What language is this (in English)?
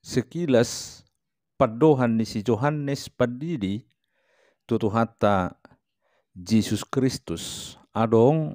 Batak Toba